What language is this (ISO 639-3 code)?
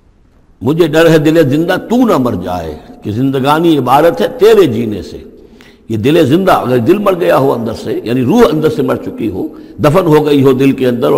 urd